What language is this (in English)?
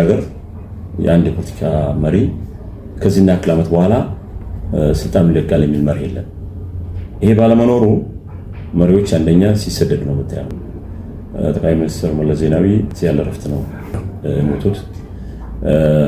Amharic